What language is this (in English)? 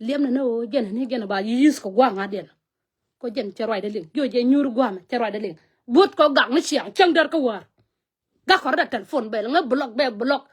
Nuer